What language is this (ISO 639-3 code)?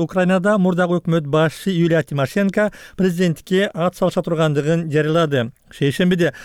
kir